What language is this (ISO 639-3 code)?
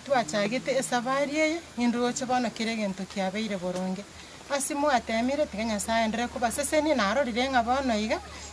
guz